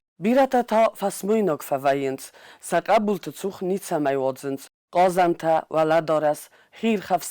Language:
Ossetic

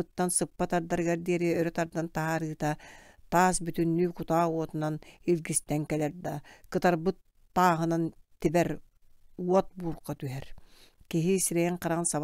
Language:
Yakut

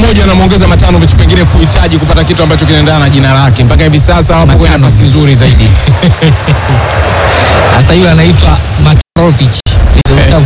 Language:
Swahili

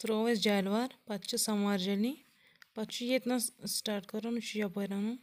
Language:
Kashmiri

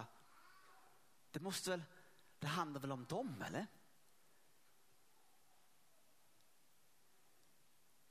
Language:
Swedish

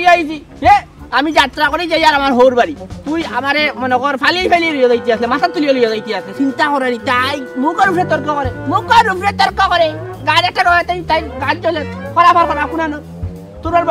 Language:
Sylheti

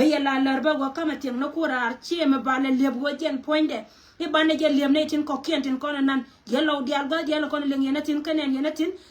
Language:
Nuer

